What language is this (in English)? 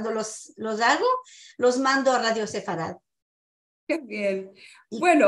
Ladino